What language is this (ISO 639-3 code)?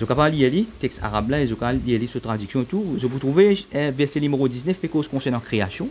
mfe